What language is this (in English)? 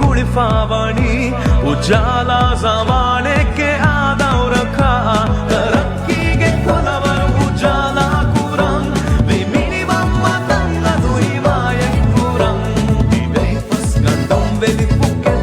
Divehi